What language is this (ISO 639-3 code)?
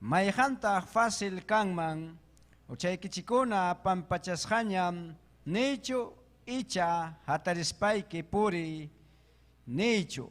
quy